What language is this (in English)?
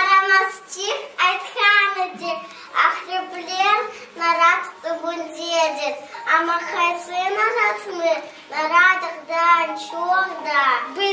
Crimean Tatar